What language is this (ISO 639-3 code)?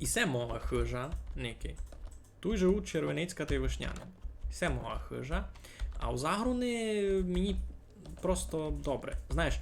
rue